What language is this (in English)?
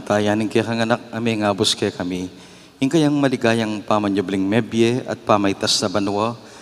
Pampanga